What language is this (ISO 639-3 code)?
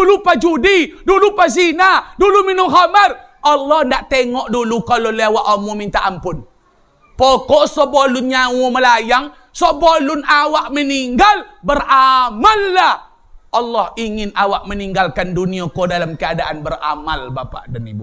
min